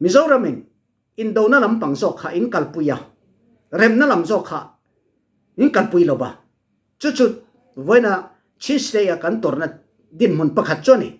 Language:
Falam Chin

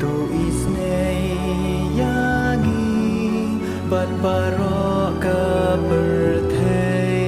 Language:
Khasi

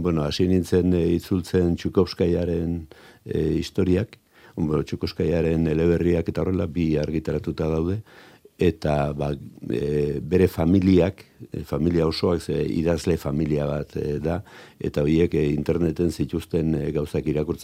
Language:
Basque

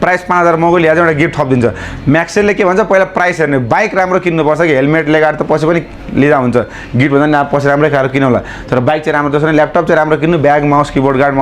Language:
Nepali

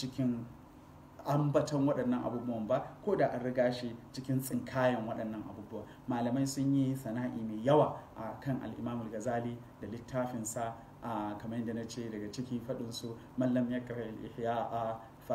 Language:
Hausa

